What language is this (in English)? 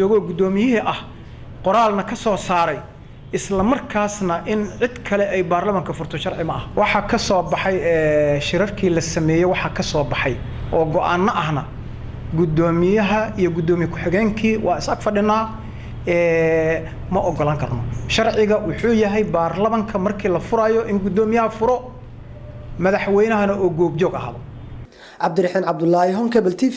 Somali